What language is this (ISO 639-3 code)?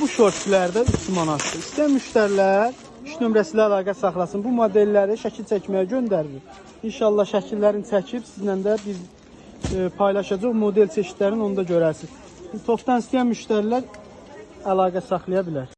aze